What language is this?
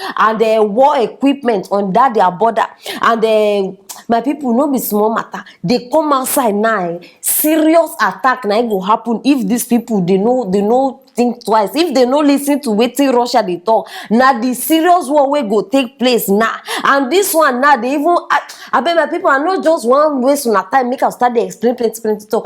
Nigerian Pidgin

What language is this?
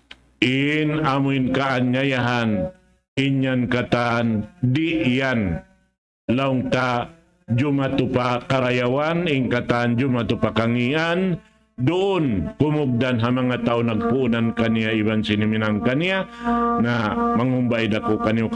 Tausug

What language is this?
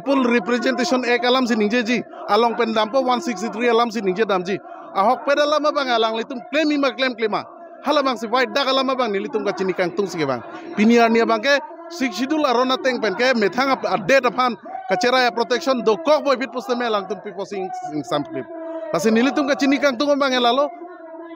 Karbi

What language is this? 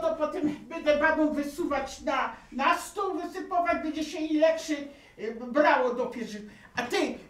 Polish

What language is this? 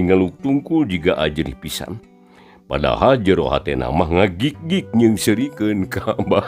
Sundanese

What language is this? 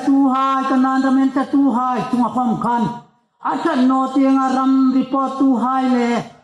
Hmar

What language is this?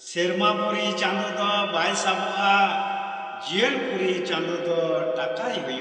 Santali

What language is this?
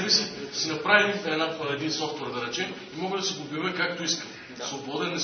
Bulgarian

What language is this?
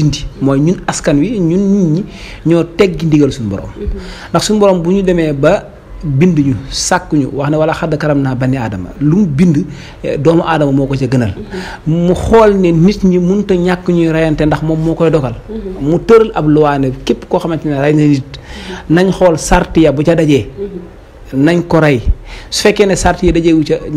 Wolof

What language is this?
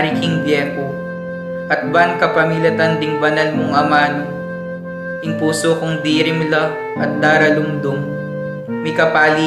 Pampanga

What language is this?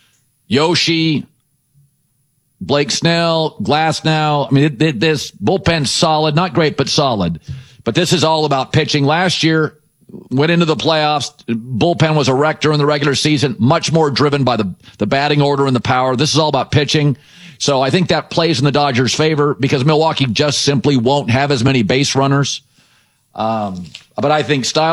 English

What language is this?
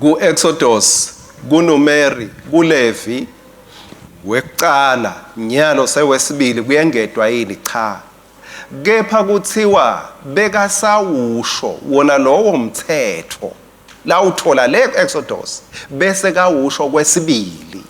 Swati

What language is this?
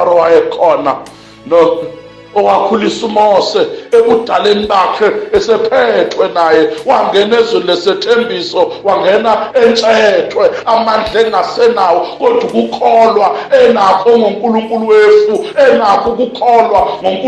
Zulu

